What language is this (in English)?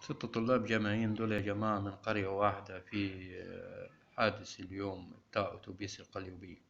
Egyptian Arabic